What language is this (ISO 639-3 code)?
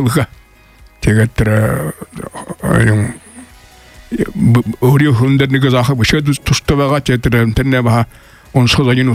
bua